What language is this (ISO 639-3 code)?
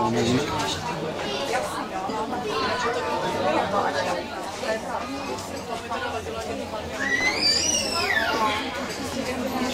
ces